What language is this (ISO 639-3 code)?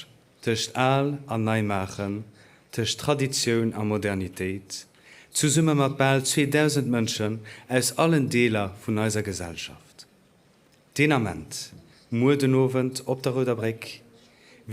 ltz